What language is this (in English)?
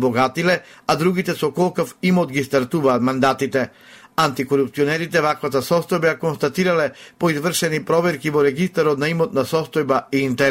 Macedonian